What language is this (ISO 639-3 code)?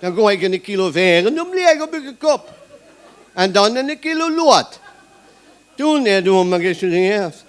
lim